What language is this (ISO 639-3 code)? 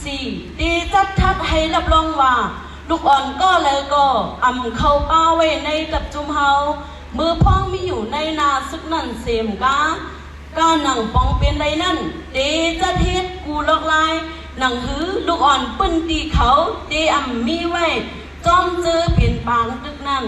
shn